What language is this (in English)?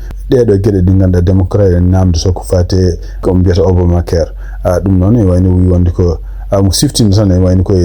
Fula